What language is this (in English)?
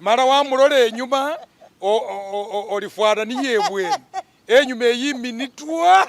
Masaaba